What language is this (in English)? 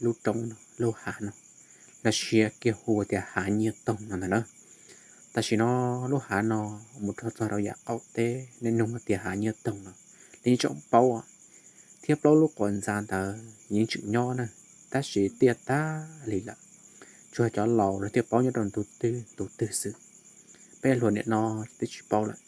Hmong